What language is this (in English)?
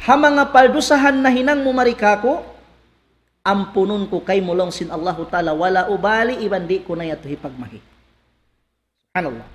Tausug